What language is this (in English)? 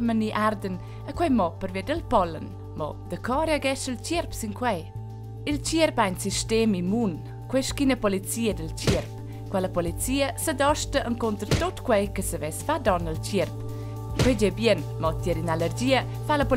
Romansh